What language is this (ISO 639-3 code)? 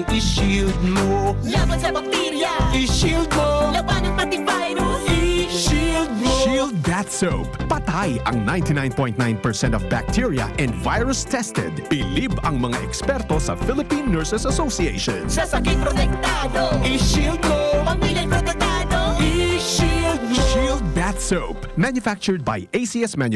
bik